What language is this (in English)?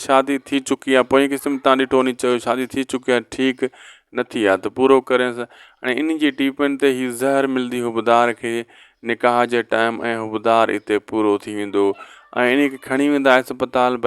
Sindhi